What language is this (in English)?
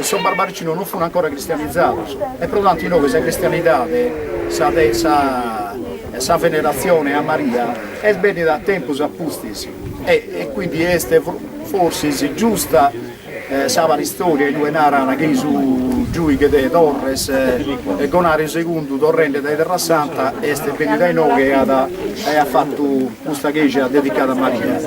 Sardinian